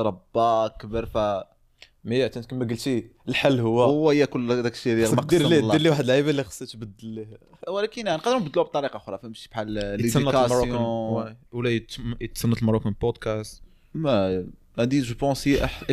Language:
Moroccan Arabic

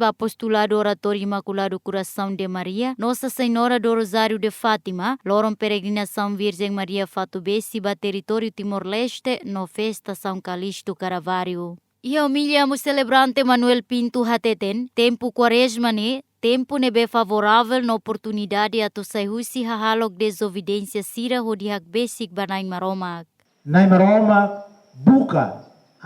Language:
Tetum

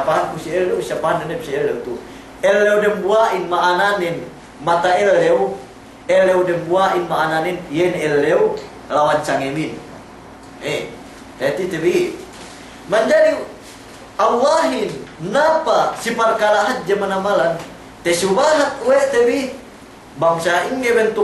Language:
Yakan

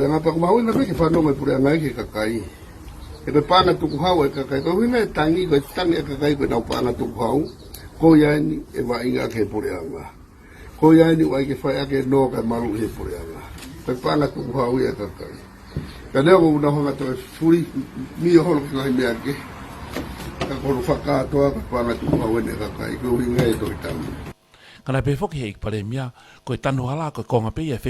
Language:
Tongan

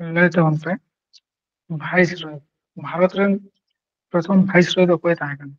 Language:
Santali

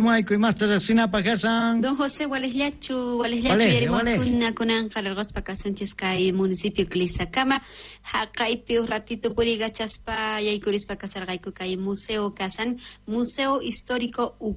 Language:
South Bolivian Quechua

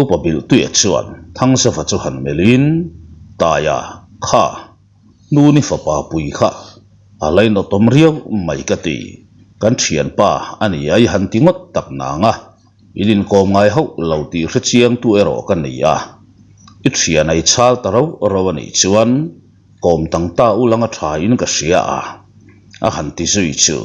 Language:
Mizo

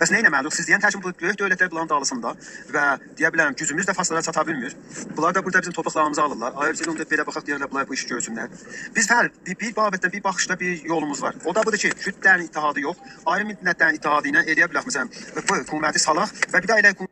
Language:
South Azerbaijani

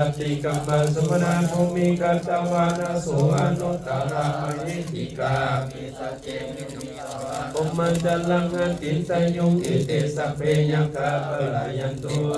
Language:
Pali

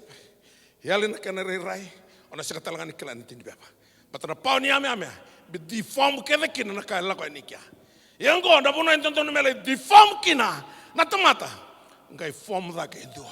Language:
Fijian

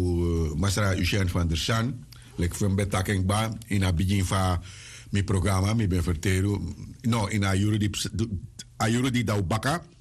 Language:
Sranan Tongo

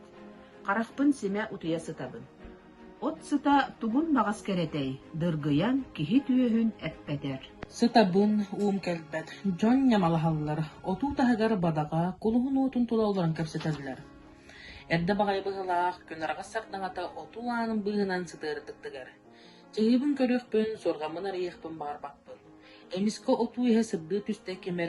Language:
Yakut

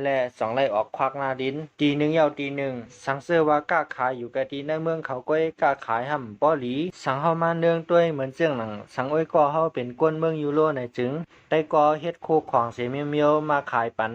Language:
Shan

